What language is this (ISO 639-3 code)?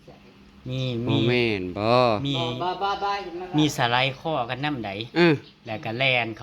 tts